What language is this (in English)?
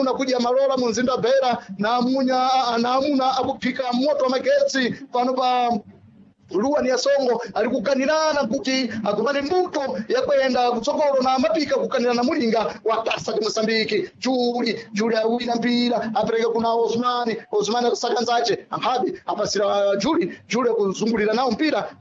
Sena